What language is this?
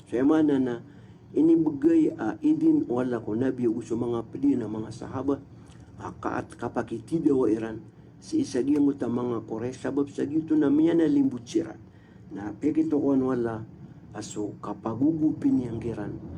Maranao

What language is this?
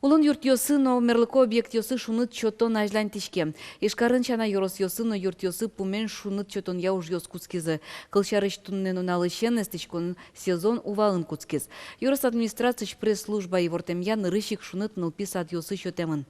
Udmurt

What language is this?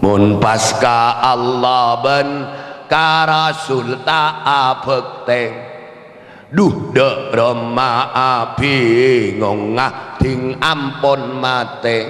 Madurese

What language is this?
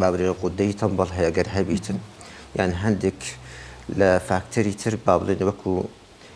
Central Kurdish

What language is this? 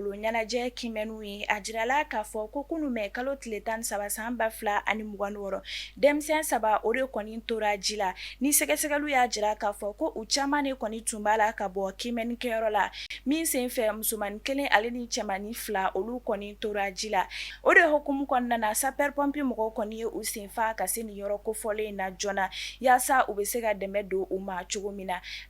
Bambara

